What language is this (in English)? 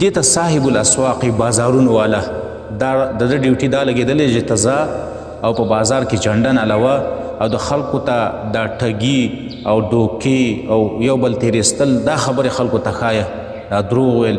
Pashto